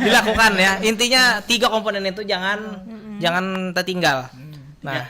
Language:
Banjar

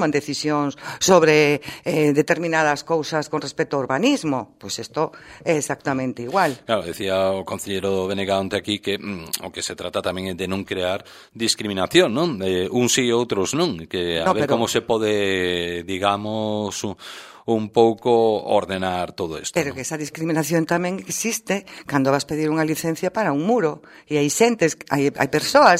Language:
Galician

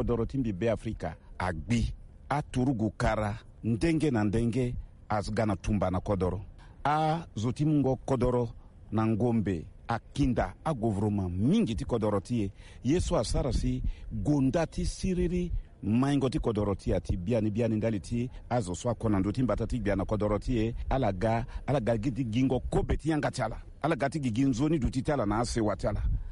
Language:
Sango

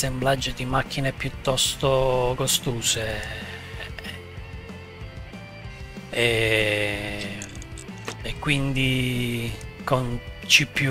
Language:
Italian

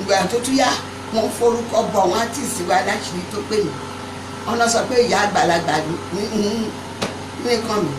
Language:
Yoruba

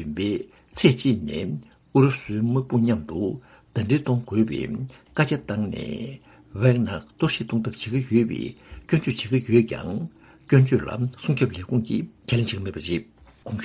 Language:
Tibetan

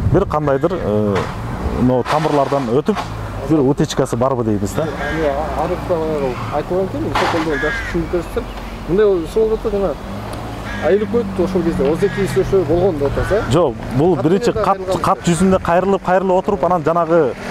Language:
Kyrgyz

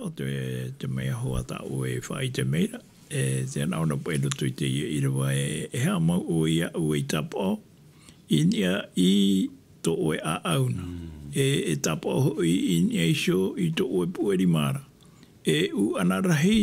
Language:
Tahitian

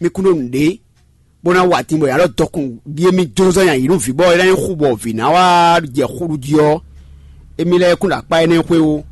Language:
Fon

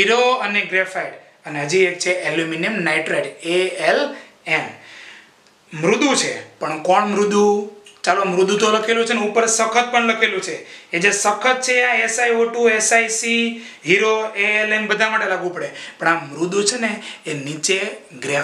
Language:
Gujarati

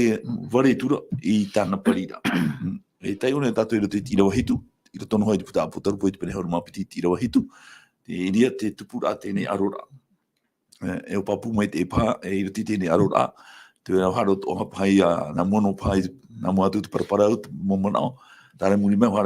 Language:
Tahitian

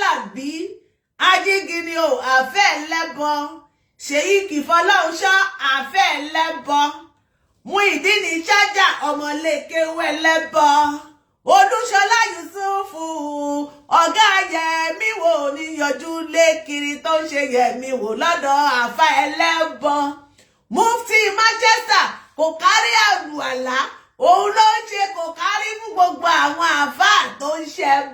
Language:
Yoruba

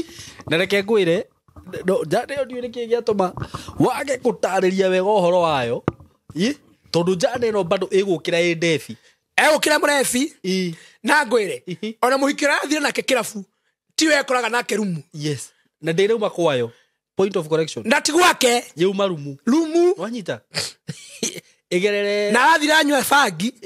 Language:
Kikuyu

